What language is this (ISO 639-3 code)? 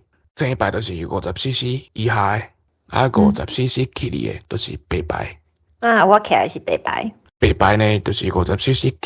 nan